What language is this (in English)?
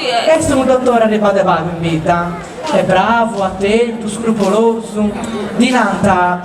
Sardinian